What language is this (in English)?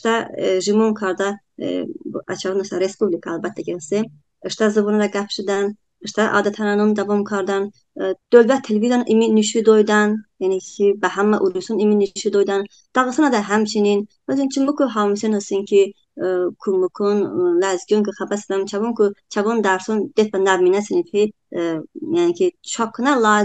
Talysh